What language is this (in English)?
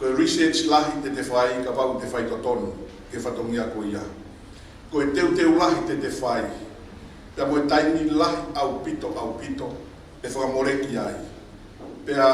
Tongan